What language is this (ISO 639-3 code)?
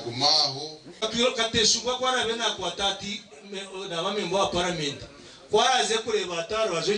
nyn